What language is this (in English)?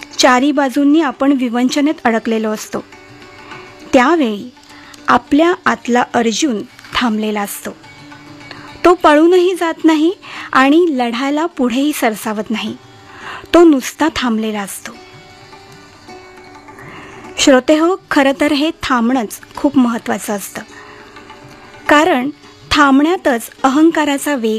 Marathi